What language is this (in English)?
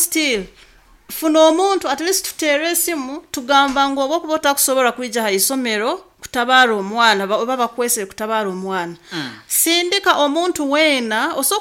Nyoro